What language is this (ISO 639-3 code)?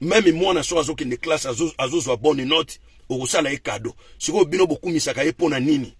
lin